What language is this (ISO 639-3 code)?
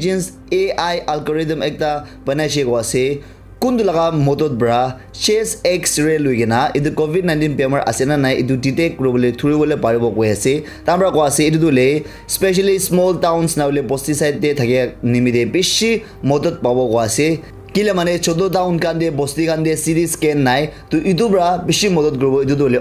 nag